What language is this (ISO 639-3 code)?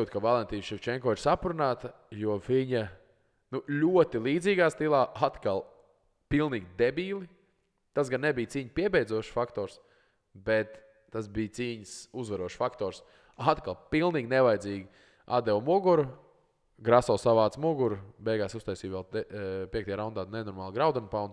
lav